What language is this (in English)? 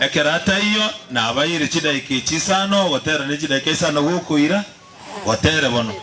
Gusii